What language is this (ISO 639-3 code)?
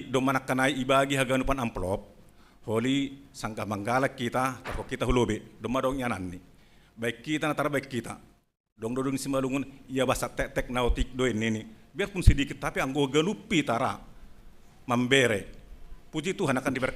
bts